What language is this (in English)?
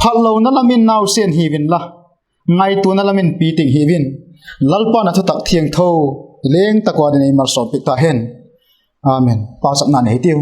Vaiphei